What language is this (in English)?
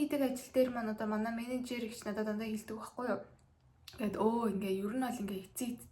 Mongolian